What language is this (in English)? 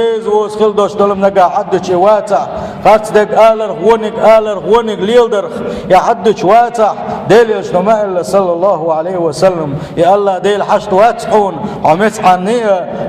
Chechen